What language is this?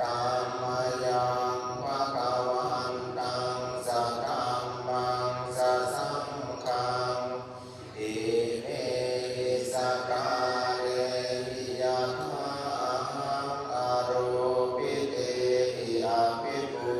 Pali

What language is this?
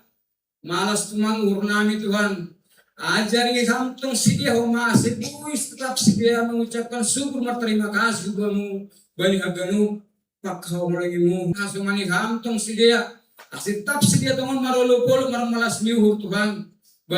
Batak Simalungun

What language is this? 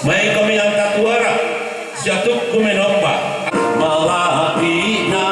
Toraja-Sa'dan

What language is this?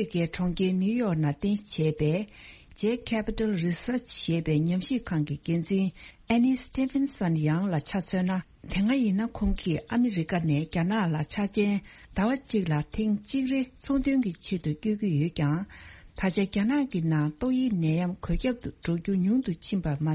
Tibetan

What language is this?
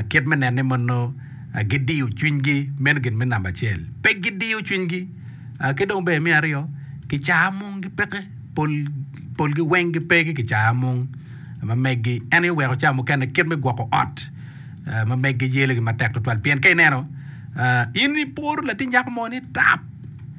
Acoli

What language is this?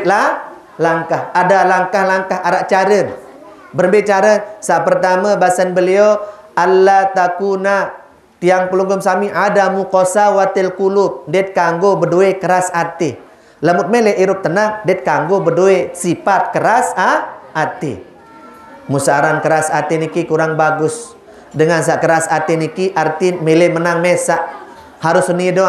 Sasak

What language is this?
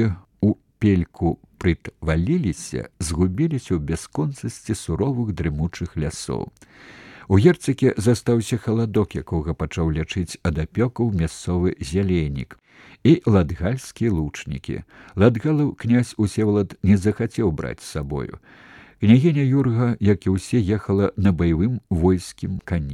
Belarusian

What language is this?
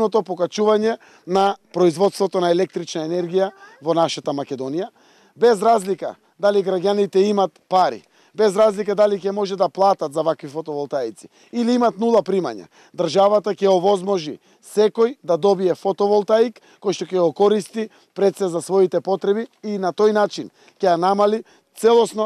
Macedonian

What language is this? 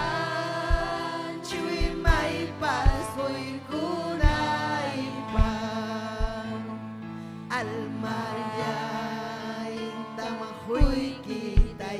Ayacucho Quechua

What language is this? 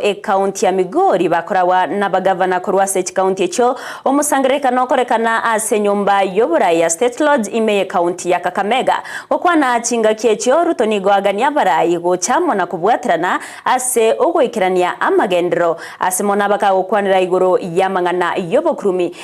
Gusii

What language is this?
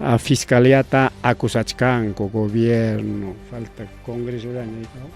Ayacucho Quechua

